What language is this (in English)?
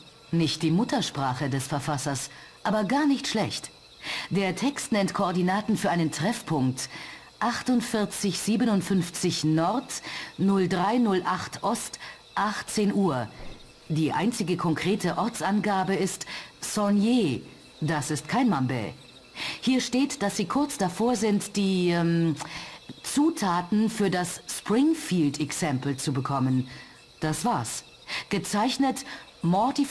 Bavarian